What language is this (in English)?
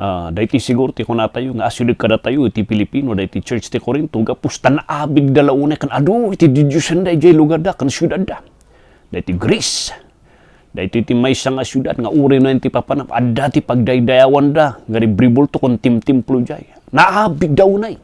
Iloko